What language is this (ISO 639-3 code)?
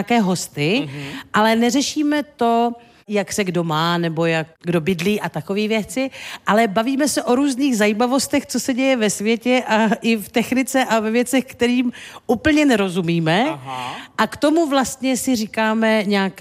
ces